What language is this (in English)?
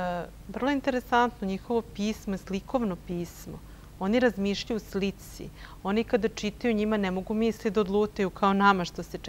Serbian